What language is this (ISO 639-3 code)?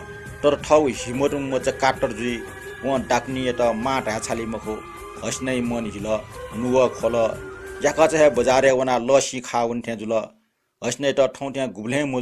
new